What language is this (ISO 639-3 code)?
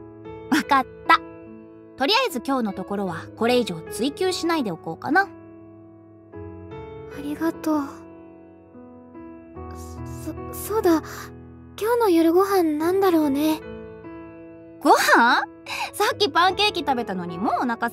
jpn